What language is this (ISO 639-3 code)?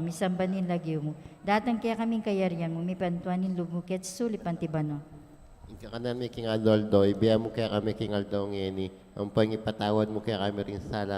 pam